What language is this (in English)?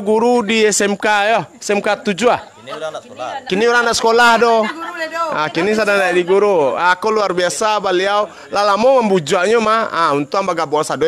Minangkabau